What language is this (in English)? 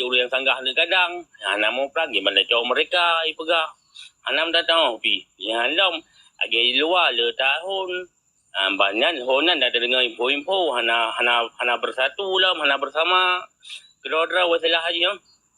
Achinese